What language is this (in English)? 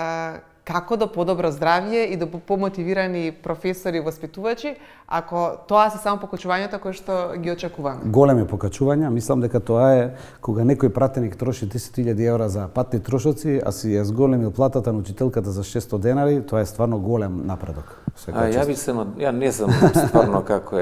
Macedonian